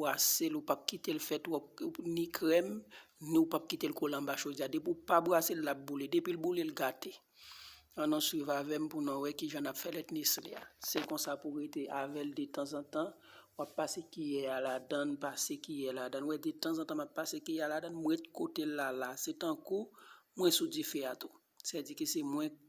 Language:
Haitian Creole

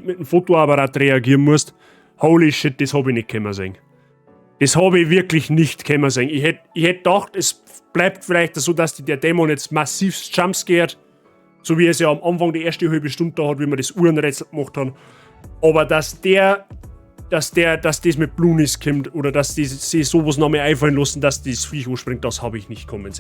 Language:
Bavarian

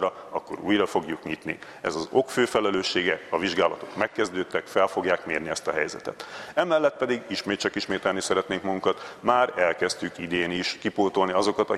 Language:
Hungarian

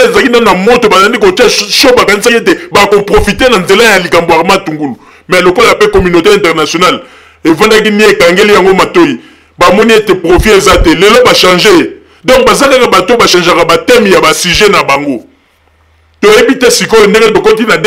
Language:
Lingala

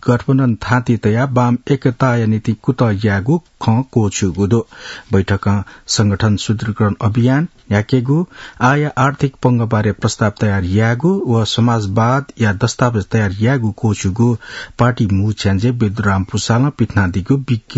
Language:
Newari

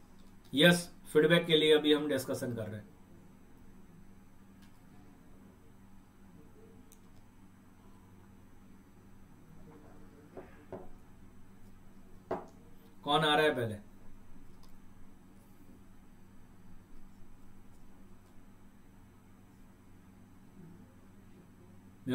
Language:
Hindi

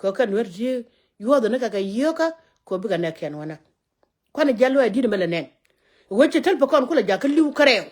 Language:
Nuer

